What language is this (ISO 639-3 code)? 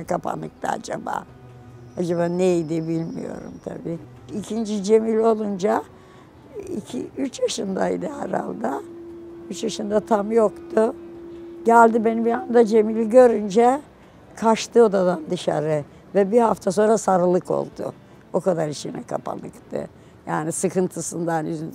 tur